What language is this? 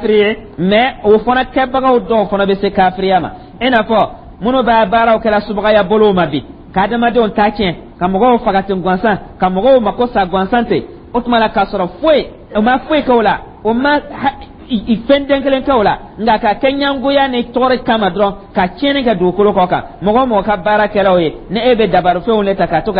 Dyula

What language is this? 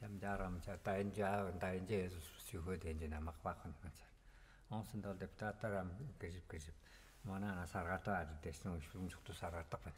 Tuvinian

